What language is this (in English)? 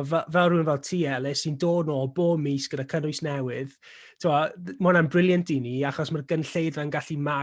Welsh